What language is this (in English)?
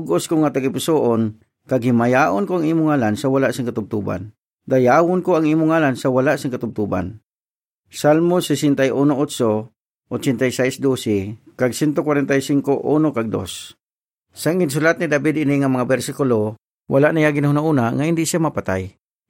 Hiligaynon